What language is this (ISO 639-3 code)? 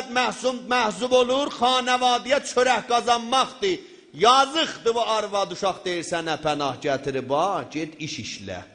azb